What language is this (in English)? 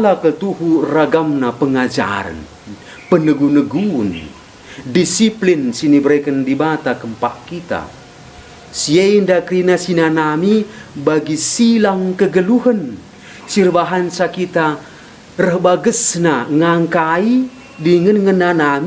Batak Karo